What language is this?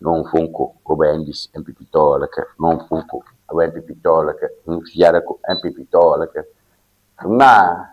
Ewe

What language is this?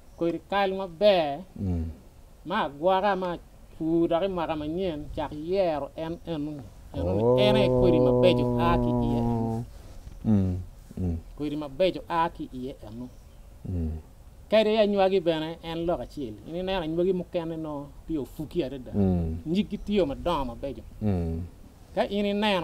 Acoli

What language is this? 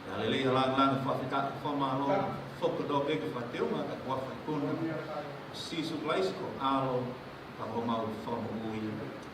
Tongan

